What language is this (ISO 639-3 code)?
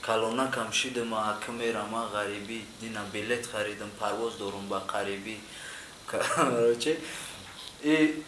tgk